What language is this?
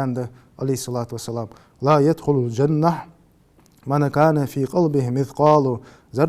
Ingush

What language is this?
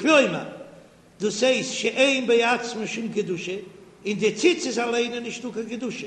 Yiddish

